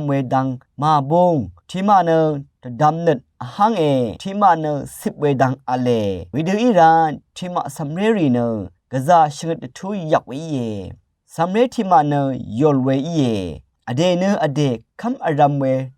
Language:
Rawang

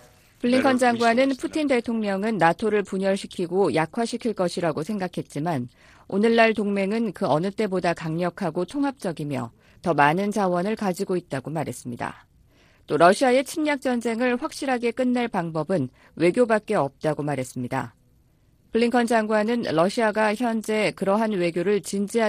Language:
Korean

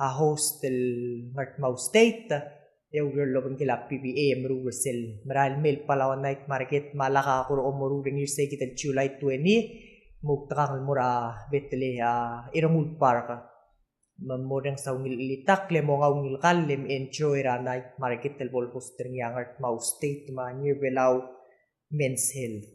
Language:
Palauan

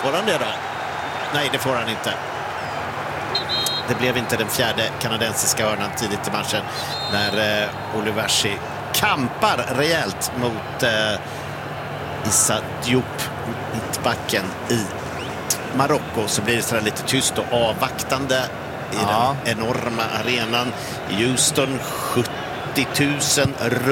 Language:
Swedish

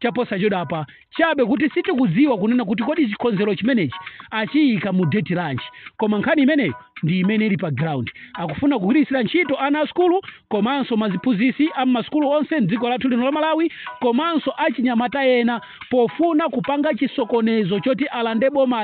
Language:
Nyanja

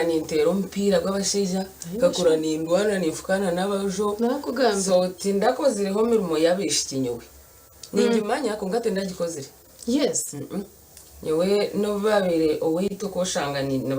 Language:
Nyankole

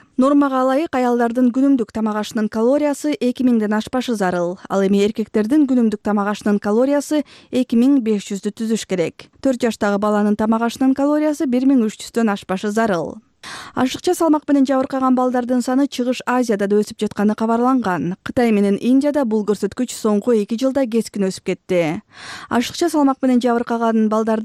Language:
Kyrgyz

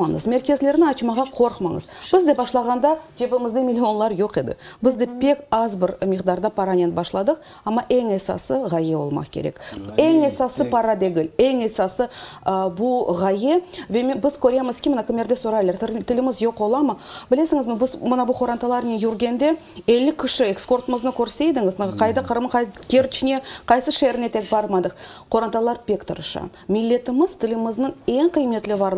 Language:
Crimean Tatar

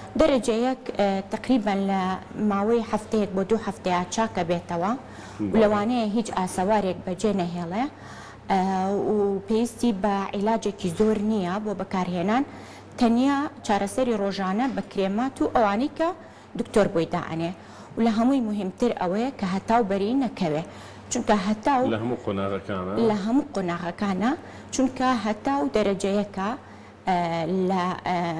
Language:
Central Kurdish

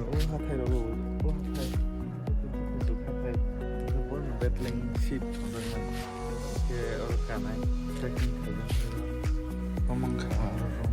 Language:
Kok Borok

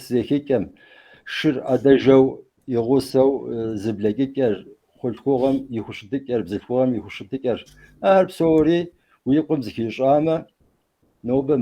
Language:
Kabardian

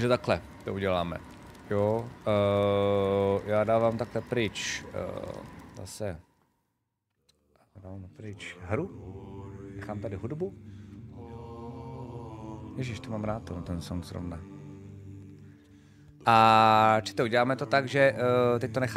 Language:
Czech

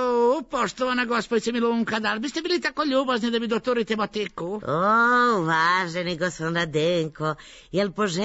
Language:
Serbian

